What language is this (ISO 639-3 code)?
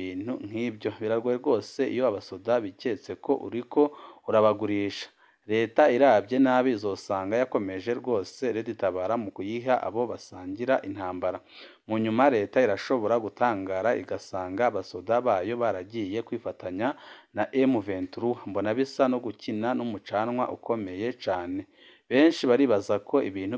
run